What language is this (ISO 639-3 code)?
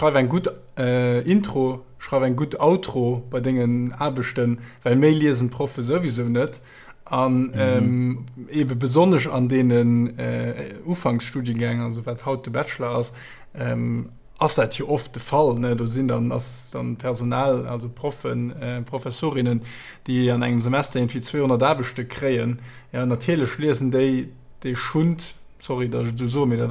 ltz